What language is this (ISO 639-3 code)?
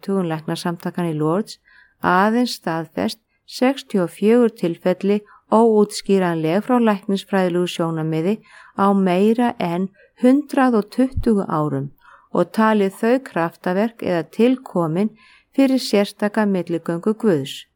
isl